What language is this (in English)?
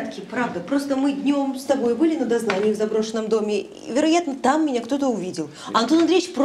Russian